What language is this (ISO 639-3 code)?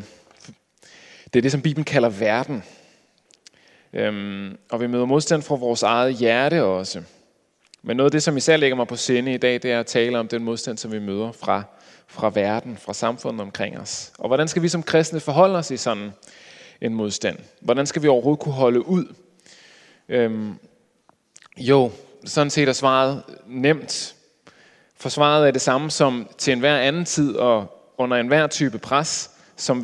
dan